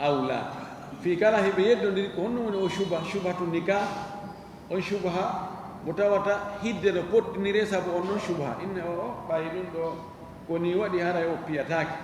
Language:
Fula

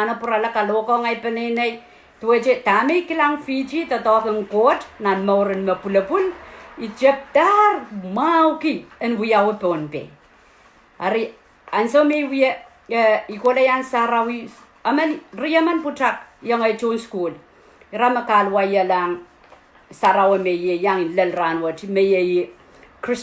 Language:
Pohnpeian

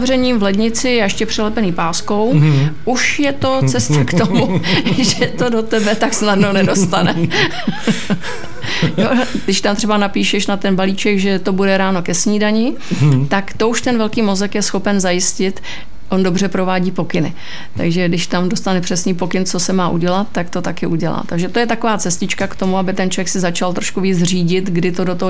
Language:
Czech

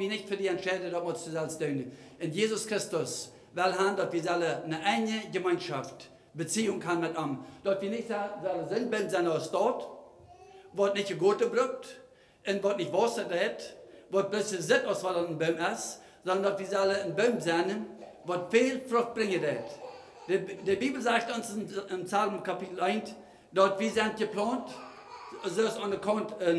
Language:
Plautdietsch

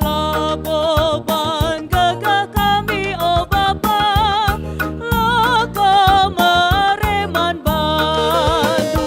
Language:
Batak Karo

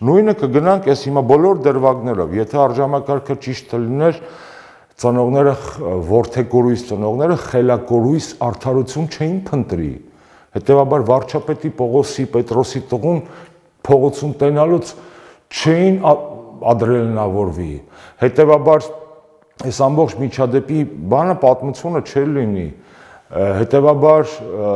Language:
Armenian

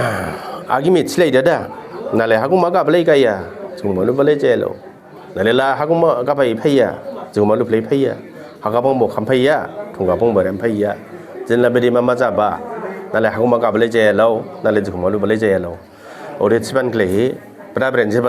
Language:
Dimasa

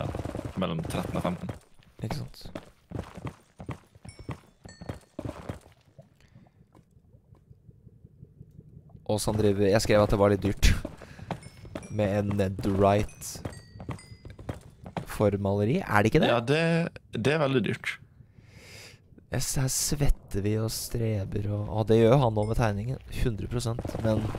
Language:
Norwegian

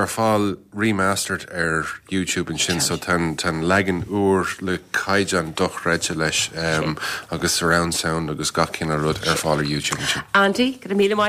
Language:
Irish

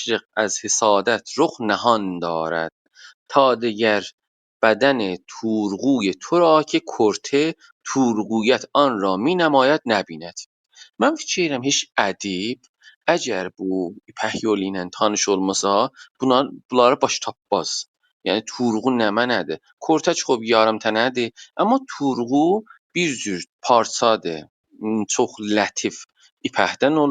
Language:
South Azerbaijani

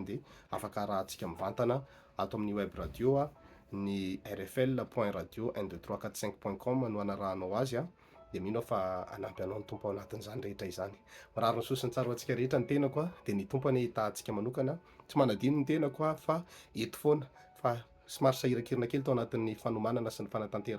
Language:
Malagasy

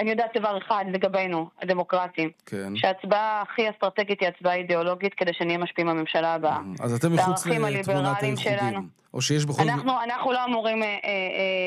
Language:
Hebrew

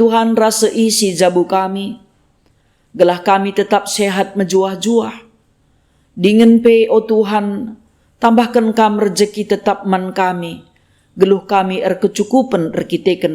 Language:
Batak Karo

